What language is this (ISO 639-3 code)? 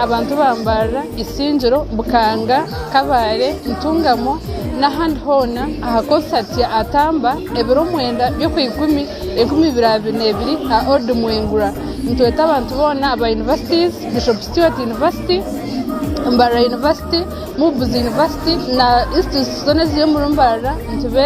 nyn